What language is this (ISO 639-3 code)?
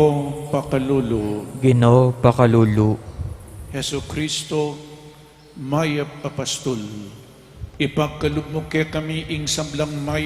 pam